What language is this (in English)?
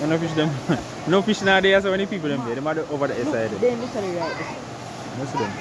Jamaican Creole English